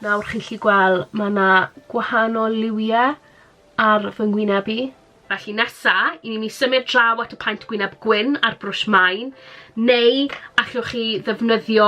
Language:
Welsh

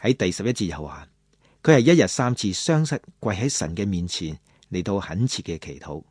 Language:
Cantonese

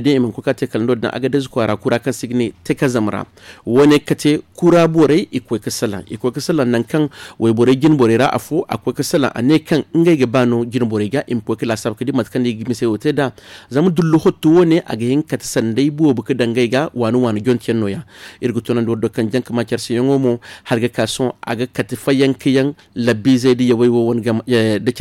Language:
Zarma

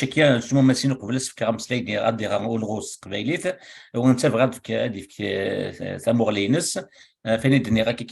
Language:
Kabyle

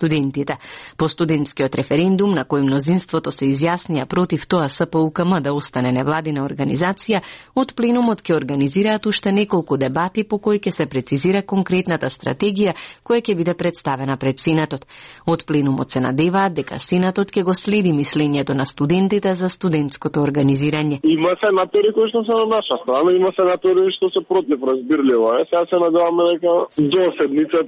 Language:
Macedonian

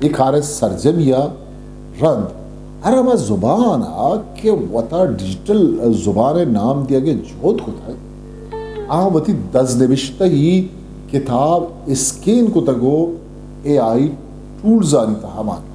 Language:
Eastern Balochi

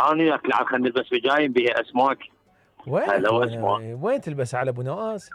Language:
Mesopotamian Arabic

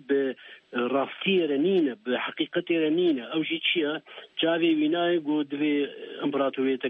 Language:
Kurdish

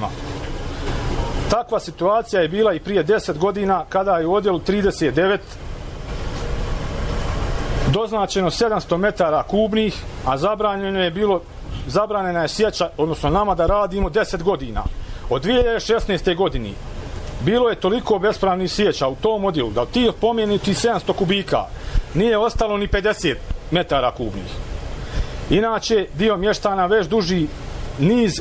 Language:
Bosnian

